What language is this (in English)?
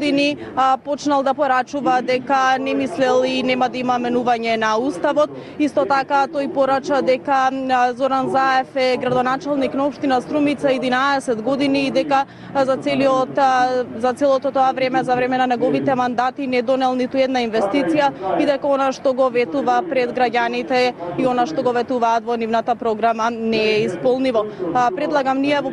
Macedonian